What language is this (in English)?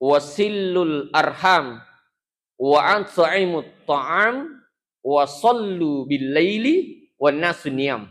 Buginese